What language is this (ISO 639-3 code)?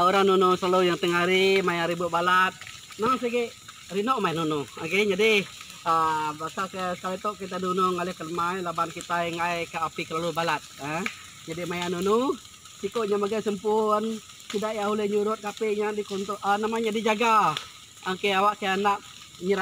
iba